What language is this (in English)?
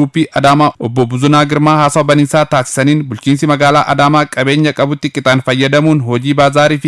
Oromo